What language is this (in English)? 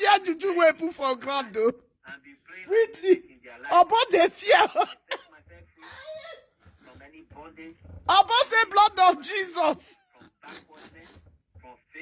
Nigerian Pidgin